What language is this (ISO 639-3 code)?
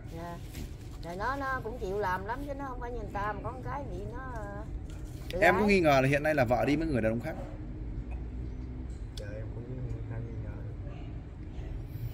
vie